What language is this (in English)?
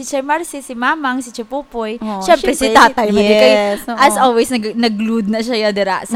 Hiligaynon